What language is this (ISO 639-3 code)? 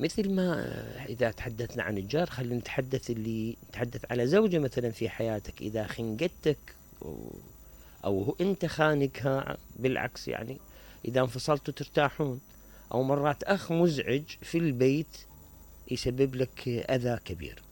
acm